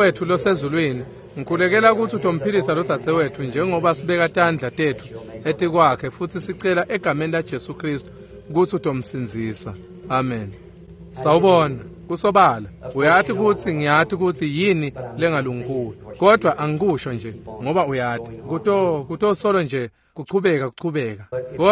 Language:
Swati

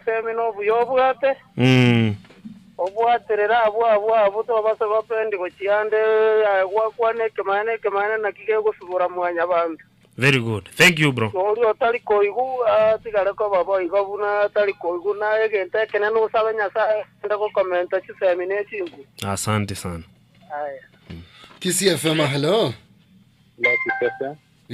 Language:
Gusii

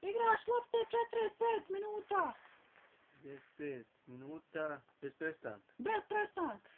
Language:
Bosnian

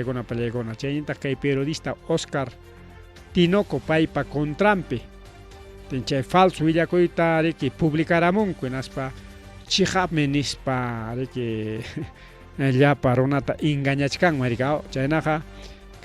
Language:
Ayacucho Quechua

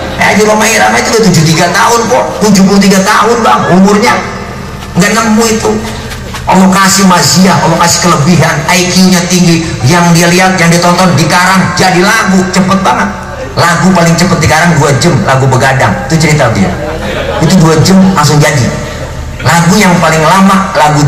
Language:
Betawi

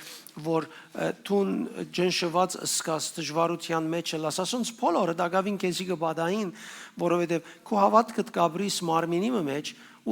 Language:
Western Armenian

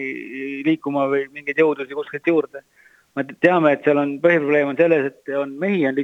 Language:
Estonian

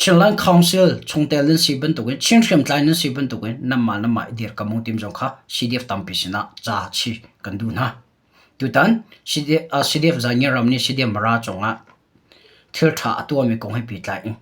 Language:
Hakha Chin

